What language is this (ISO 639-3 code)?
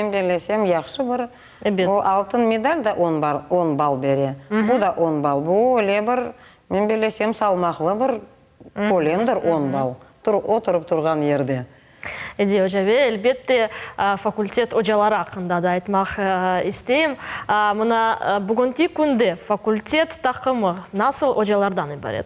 crh